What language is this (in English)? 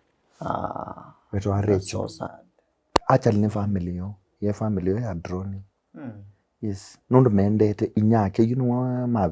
Kamba